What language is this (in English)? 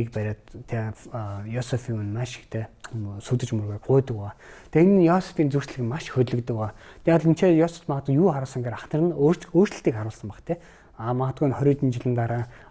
Mongolian